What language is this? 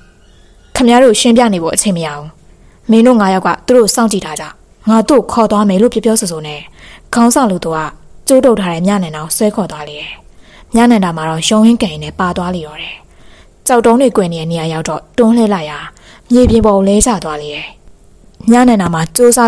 Burmese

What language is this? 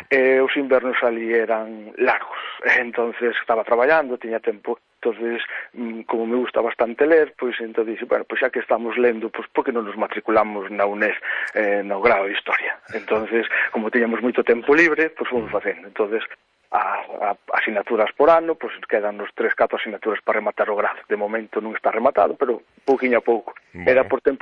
Galician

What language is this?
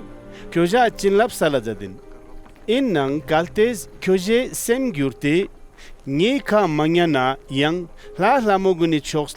Ladakhi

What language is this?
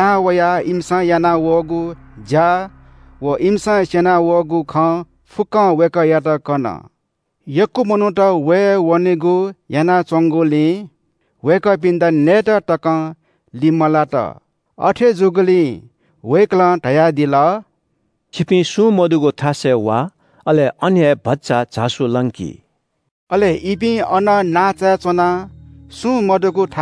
Newari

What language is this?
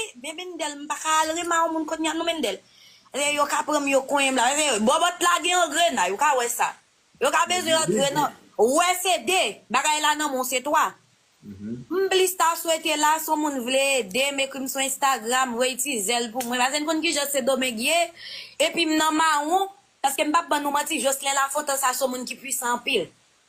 Haitian Creole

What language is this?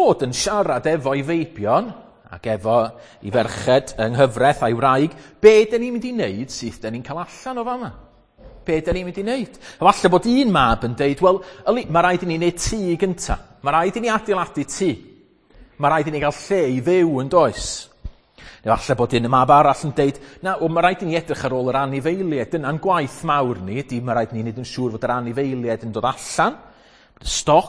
Welsh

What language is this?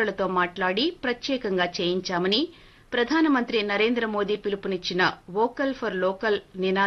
Telugu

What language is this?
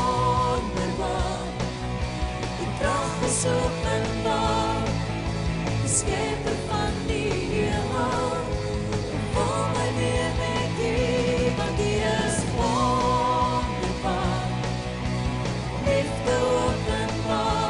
Afrikaans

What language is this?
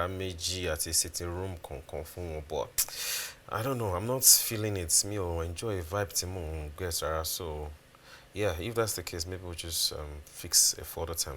Yoruba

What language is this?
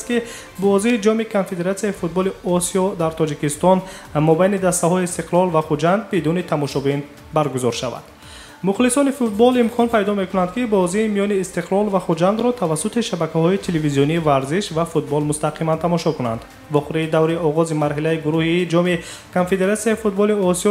Tajik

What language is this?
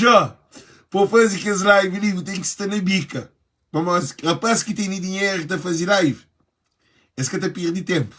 Kabuverdianu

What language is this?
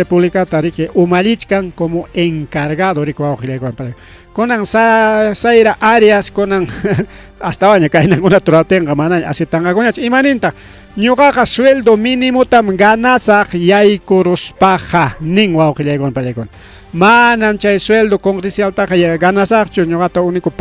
Ayacucho Quechua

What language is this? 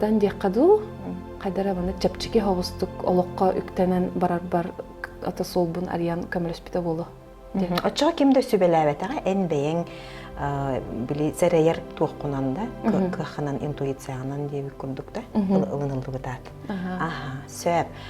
Yakut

